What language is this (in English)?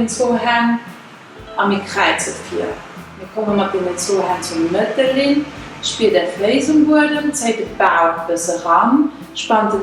Luxembourgish